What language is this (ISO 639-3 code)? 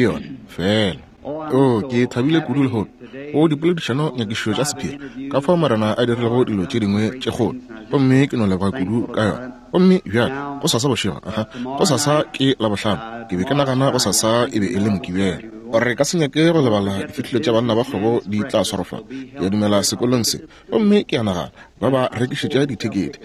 nso